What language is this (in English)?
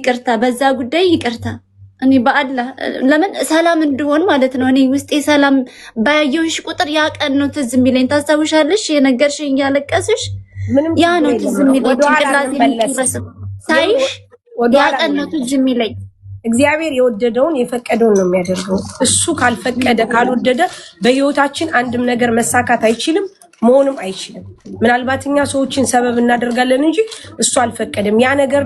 Amharic